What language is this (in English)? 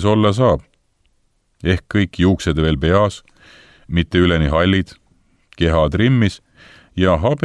Estonian